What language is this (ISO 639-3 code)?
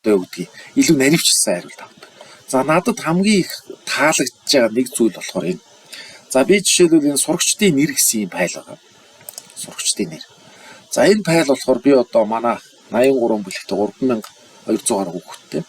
mon